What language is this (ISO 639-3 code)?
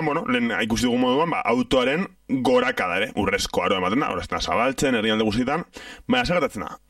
eus